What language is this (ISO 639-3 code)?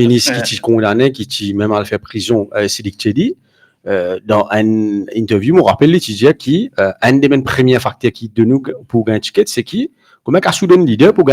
mfe